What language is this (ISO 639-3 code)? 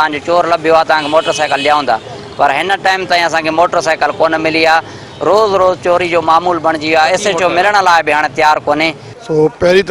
snd